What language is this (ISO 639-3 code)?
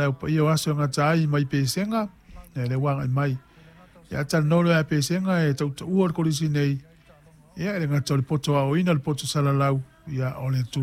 smo